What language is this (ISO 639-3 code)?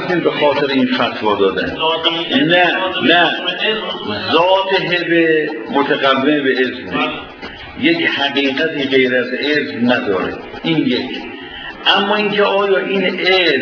fas